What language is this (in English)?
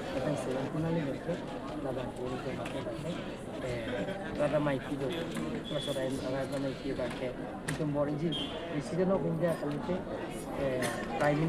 Karbi